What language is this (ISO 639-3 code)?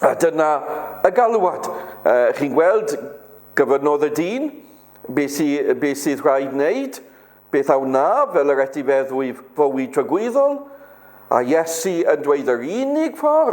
cym